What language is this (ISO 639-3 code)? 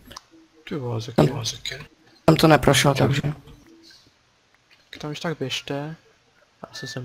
ces